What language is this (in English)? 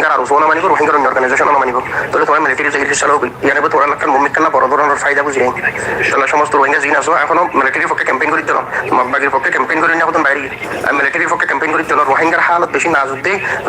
Rohingya